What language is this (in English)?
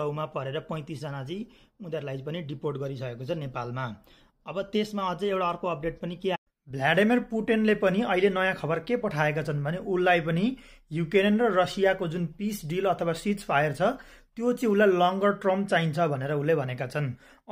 Nepali